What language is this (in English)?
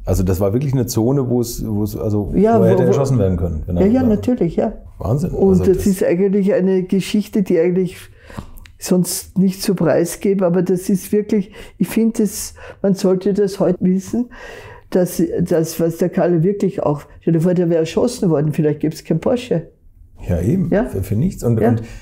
German